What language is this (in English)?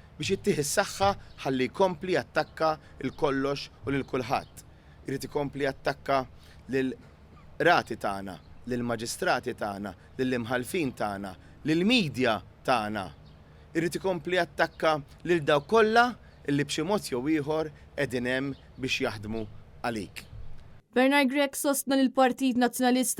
Maltese